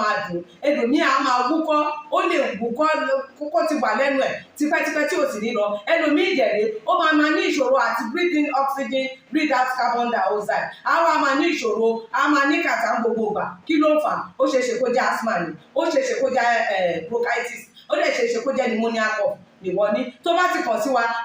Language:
Yoruba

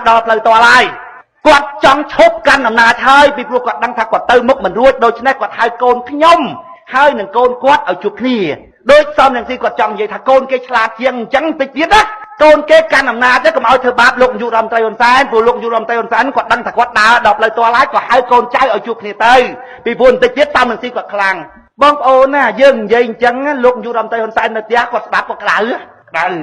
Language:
Khmer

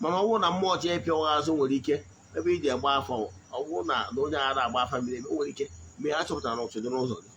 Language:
Igbo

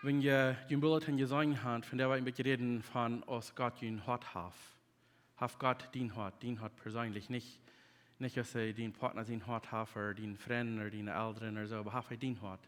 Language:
Plautdietsch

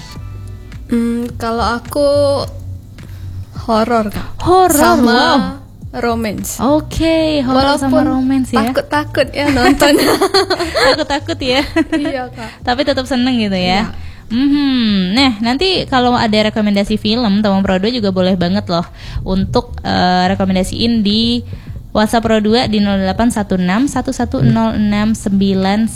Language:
Indonesian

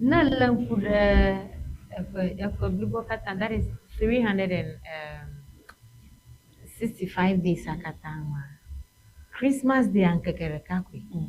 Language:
Ewe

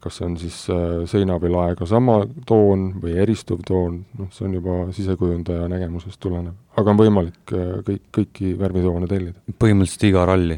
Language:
Estonian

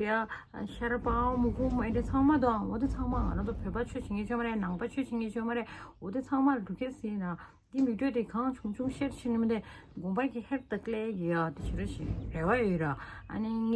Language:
Tibetan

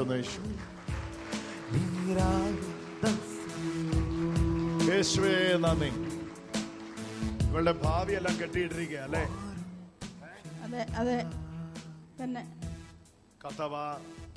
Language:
Malayalam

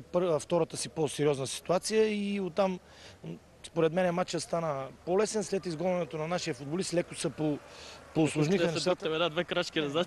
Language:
Bulgarian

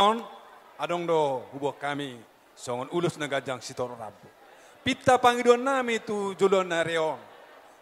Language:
Batak Toba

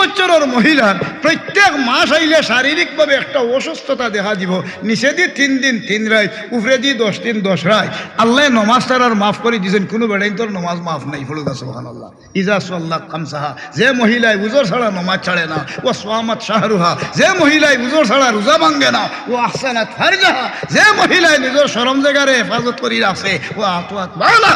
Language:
Sylheti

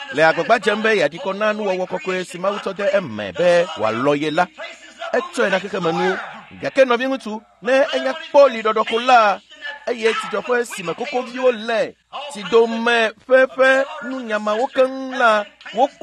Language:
Ewe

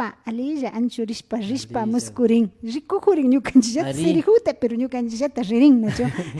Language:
Imbabura Highland Quichua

